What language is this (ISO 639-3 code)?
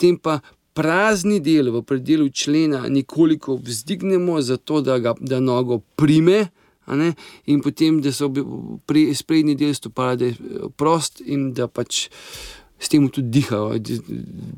slv